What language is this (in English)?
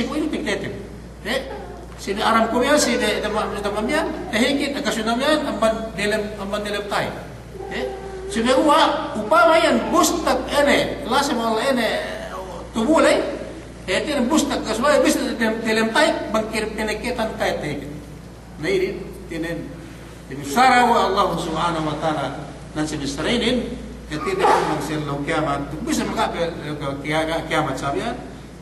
Yakan